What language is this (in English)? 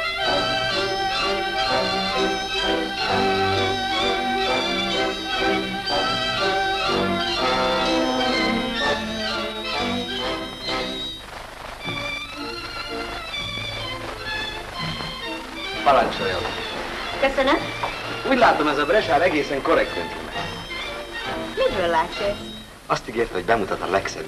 Hungarian